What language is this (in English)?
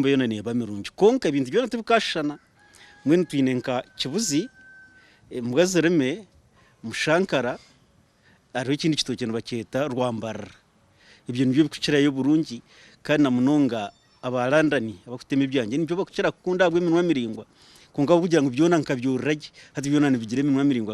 Nyankole